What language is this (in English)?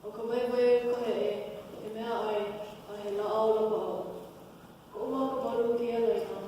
Hawaiian